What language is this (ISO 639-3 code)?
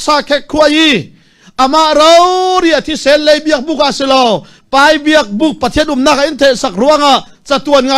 cfm